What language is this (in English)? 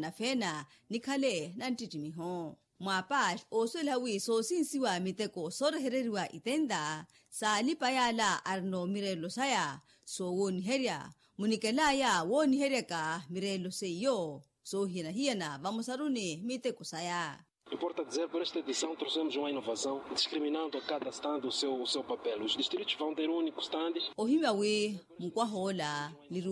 Makhuwa